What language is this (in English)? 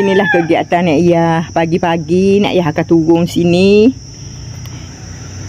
Malay